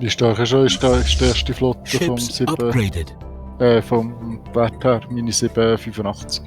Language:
Swiss German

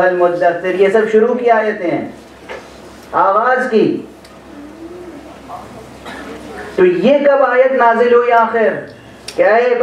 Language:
Urdu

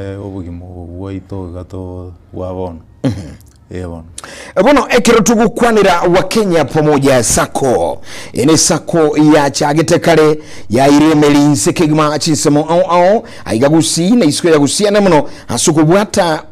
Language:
Gusii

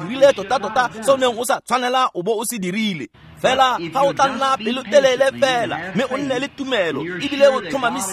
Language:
Tswana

